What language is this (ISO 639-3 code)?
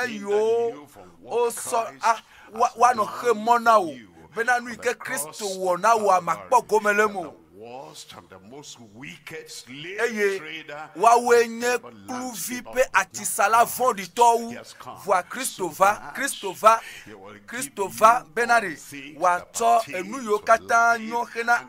ewe